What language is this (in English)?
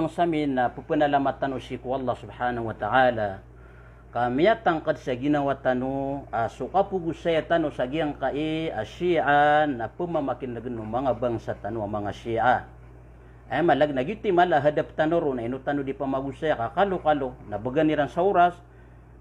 Maranao